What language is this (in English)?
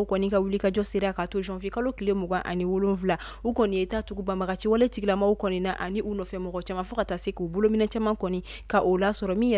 Bambara